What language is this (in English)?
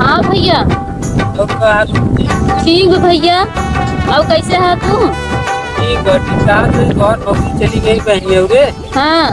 Awadhi